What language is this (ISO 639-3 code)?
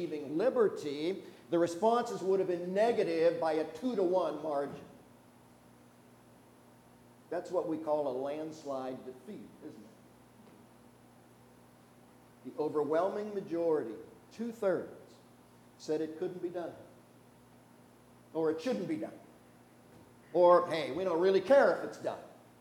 eng